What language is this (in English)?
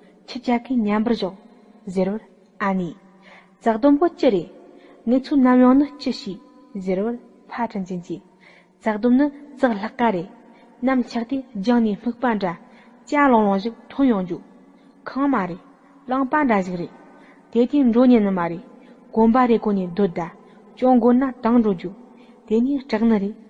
Tibetan